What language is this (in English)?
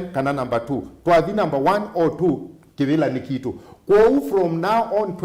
Kamba